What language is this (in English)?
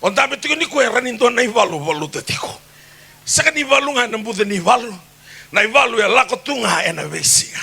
Fijian